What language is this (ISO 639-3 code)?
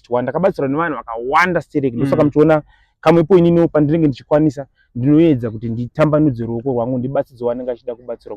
sna